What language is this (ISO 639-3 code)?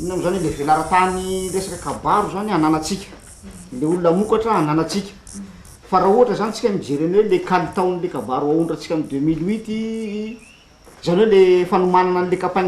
mlg